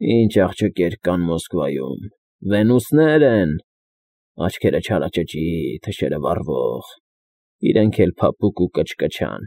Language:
Armenian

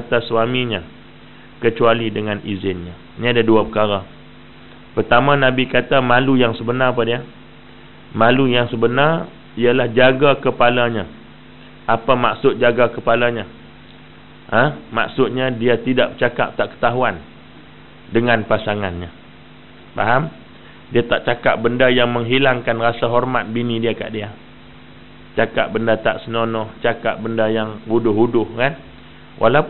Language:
Malay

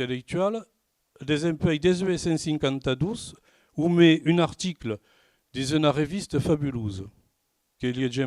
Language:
Occitan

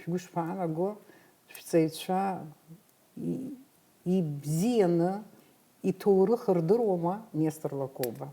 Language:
Abkhazian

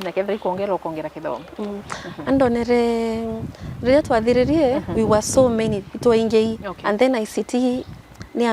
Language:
Meru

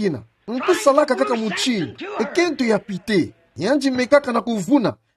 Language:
Kituba (Democratic Republic of Congo)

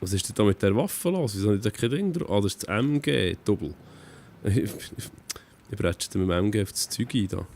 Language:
Swiss German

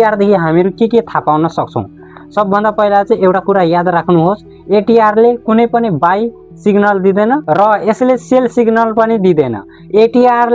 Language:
Nepali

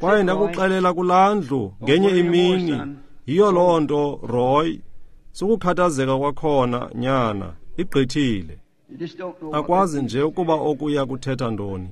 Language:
Xhosa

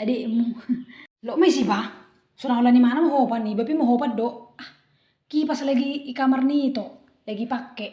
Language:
Batak Toba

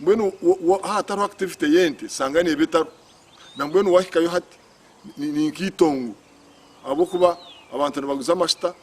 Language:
Nyankole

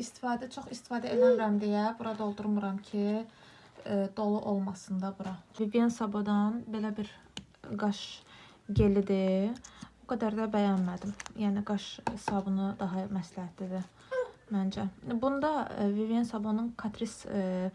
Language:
Azerbaijani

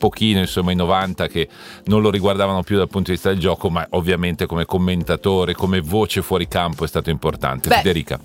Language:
Italian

